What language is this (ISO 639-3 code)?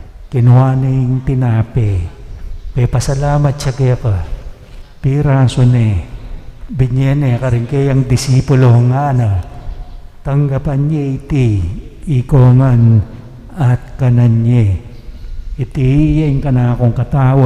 pam